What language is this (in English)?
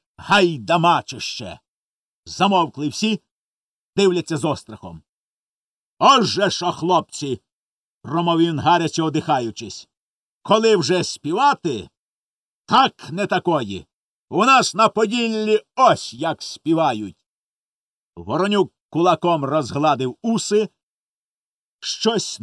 Ukrainian